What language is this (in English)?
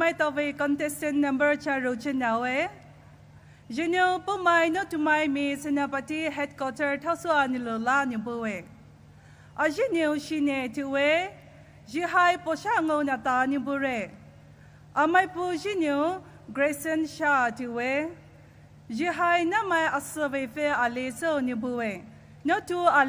Poumei Naga